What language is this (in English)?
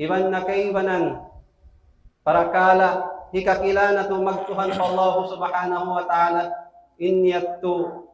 Tausug